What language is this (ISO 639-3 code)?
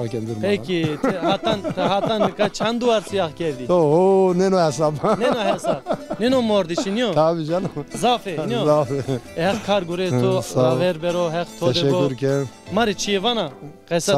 zza